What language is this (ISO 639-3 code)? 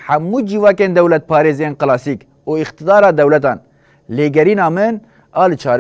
kur